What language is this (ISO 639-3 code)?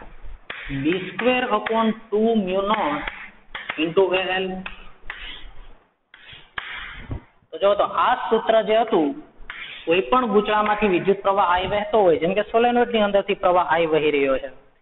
guj